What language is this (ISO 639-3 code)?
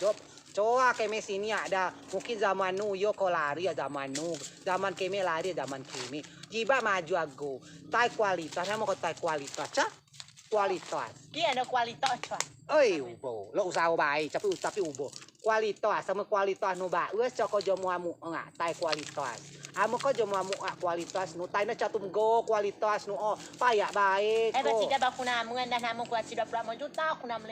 rej